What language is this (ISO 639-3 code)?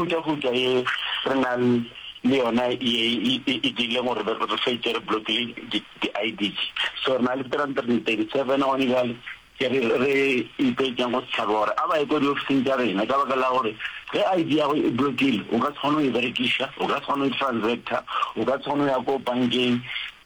nso